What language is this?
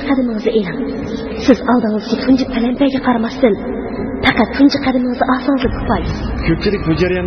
Uyghur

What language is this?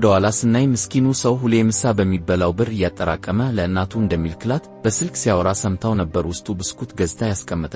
Amharic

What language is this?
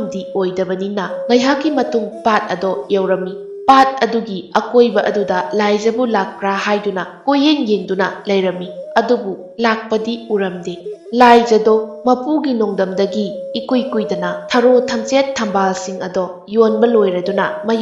Manipuri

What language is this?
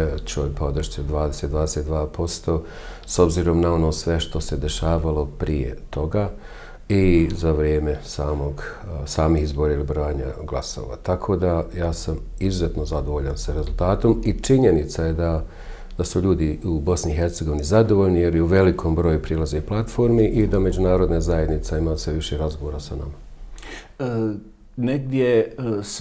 Bosnian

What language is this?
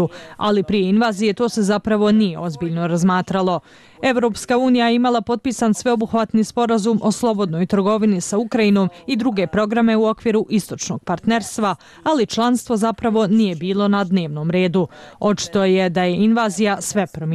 Bosnian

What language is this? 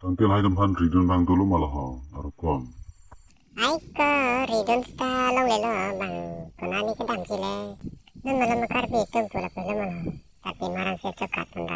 Karbi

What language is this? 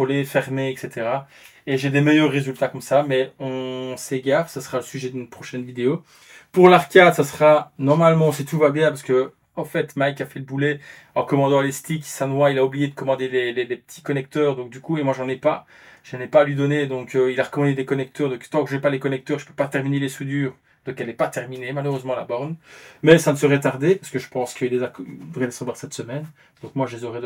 French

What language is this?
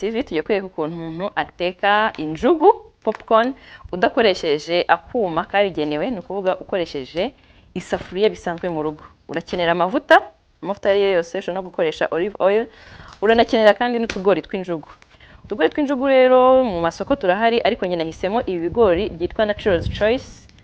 Kinyarwanda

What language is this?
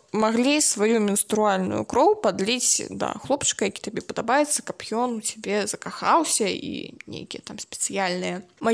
Belarusian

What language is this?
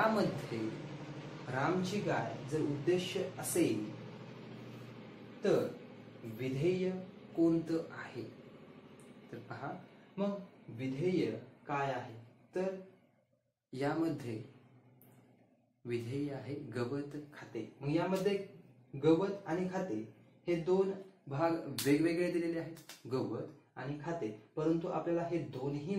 Marathi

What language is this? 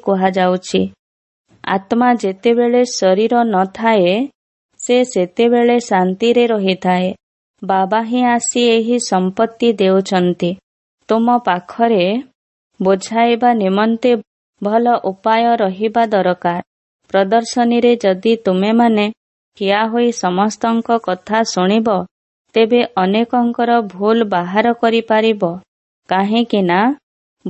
Odia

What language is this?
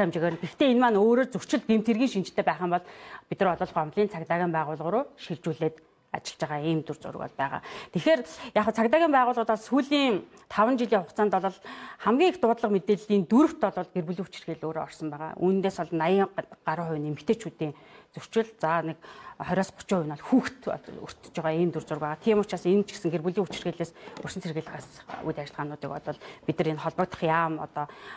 Mongolian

